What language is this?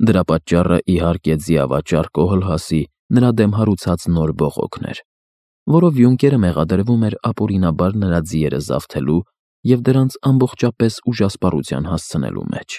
Armenian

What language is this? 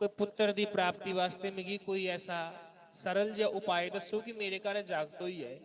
Dogri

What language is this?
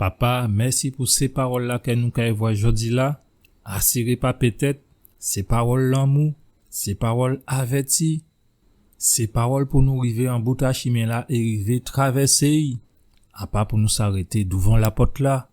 Guadeloupean Creole French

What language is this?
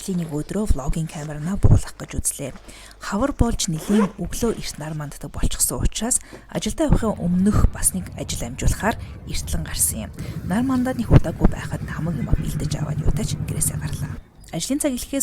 Mongolian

